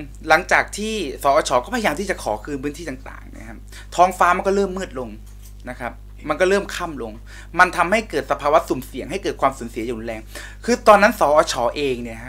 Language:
Thai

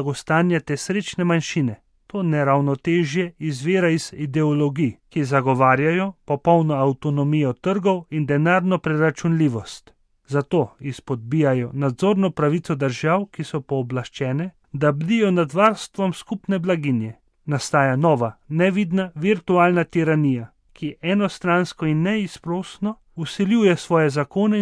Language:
Slovenian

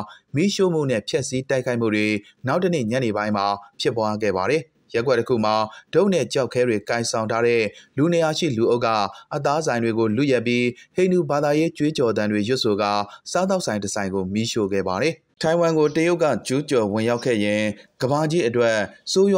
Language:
Burmese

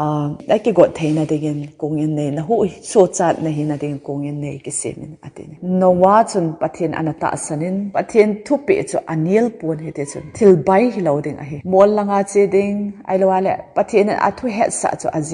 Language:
Thado Chin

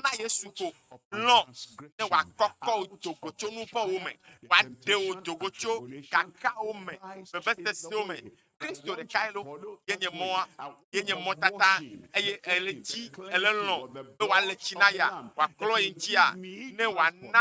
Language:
Ewe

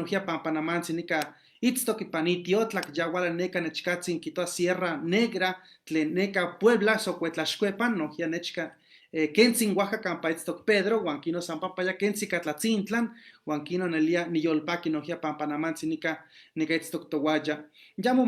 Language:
Eastern Huasteca Nahuatl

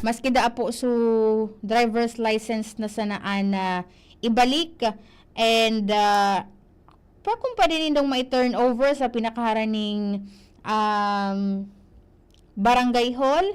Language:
Bikol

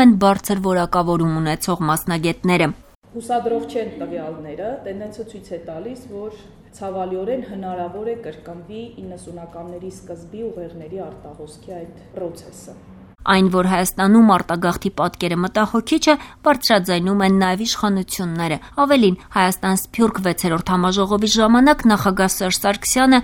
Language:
Armenian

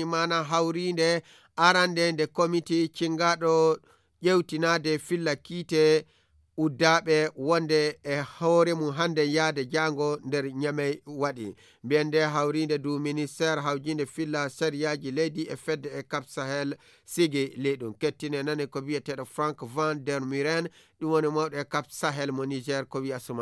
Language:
Nigerian Fulfulde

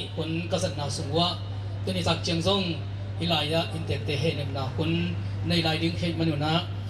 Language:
Tedim Chin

